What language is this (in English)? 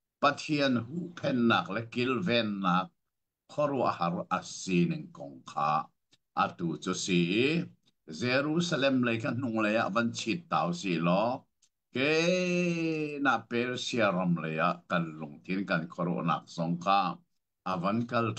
Hakha Chin